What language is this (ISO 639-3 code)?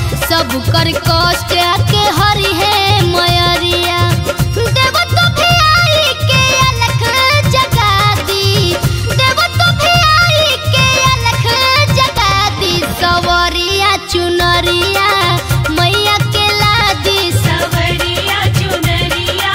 bho